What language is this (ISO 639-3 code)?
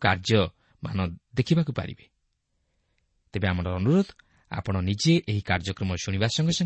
ori